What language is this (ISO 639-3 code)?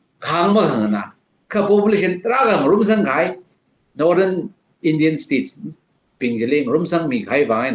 nmf